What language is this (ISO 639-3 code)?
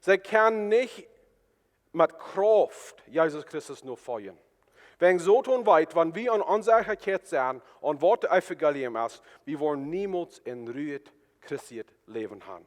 pdt